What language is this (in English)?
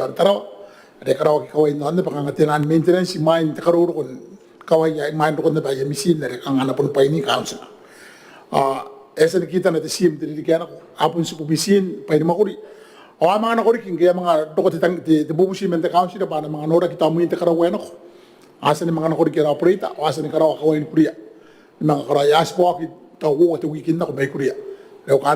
Gilbertese